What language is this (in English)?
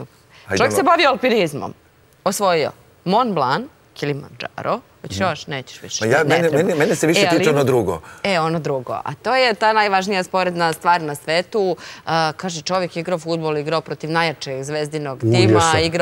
Serbian